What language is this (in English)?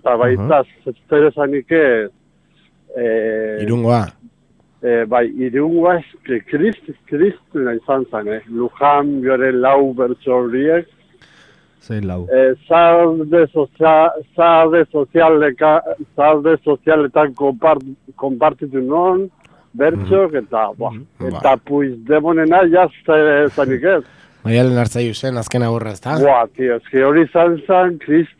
Basque